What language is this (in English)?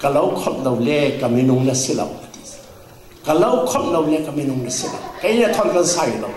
Falam Chin